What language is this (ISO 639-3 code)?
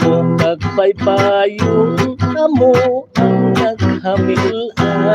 hil